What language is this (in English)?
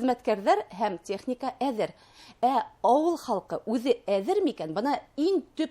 Bashkir